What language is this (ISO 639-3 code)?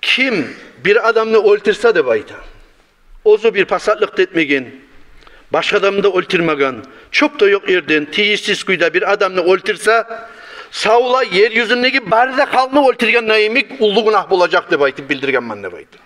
kum